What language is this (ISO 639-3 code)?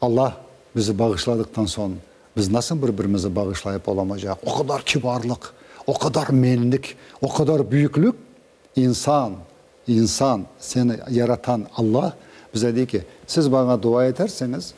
crh